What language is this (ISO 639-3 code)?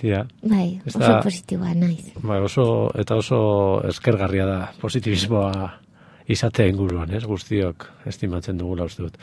eus